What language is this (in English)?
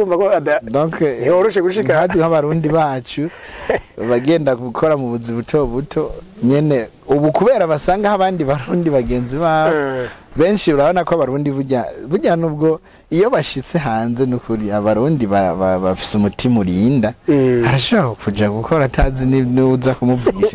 Rundi